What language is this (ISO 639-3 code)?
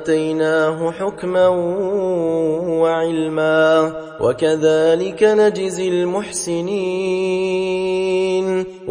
ara